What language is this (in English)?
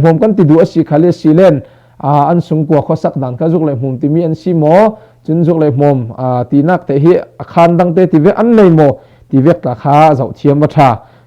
Falam Chin